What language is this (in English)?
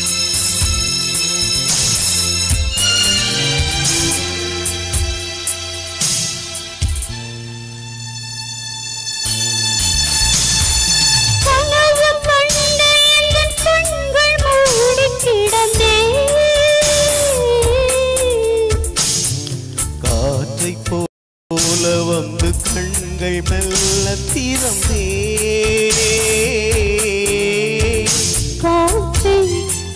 Tamil